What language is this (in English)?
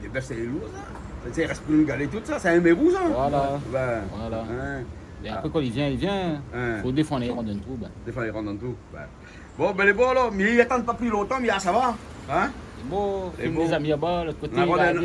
Réunion Creole French